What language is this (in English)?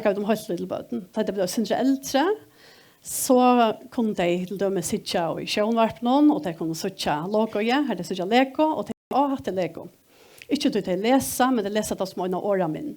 Faroese